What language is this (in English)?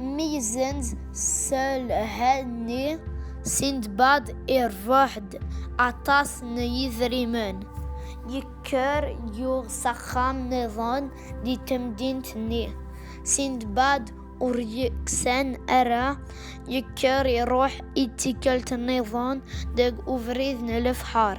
Kabyle